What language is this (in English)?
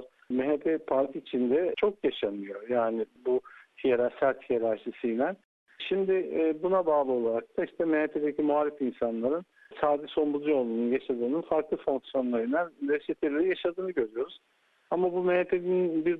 Turkish